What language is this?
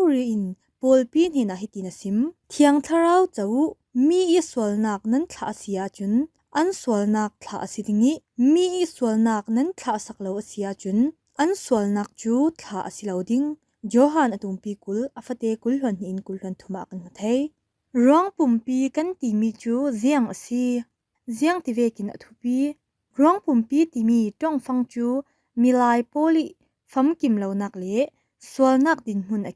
Falam Chin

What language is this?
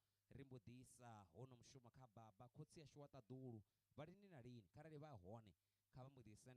Venda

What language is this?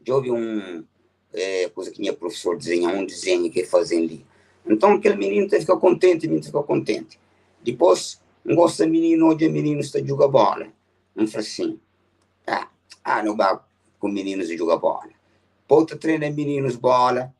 Kabuverdianu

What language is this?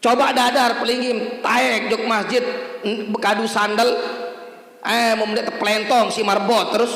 Sasak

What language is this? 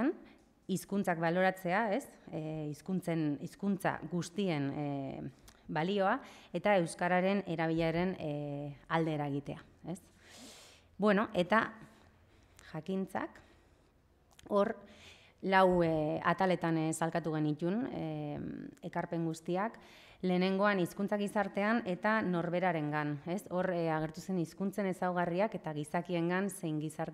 Basque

